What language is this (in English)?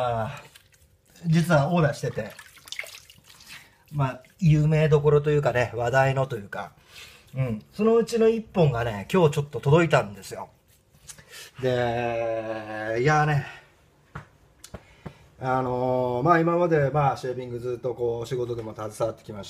Japanese